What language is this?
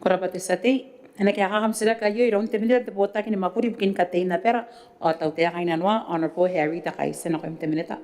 Gilbertese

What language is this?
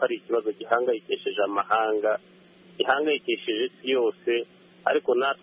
Kinyarwanda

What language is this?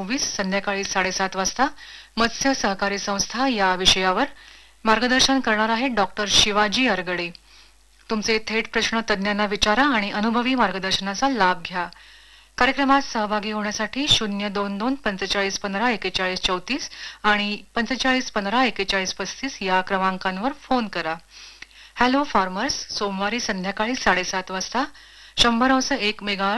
Marathi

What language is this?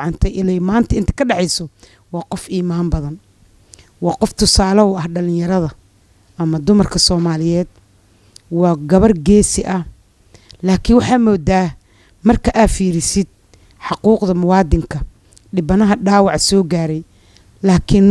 Somali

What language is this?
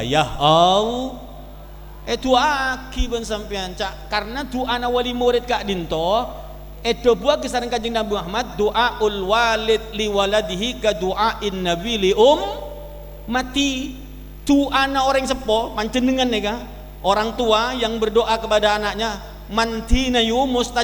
Madurese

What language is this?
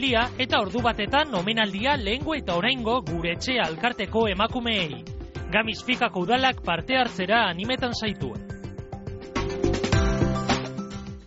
Basque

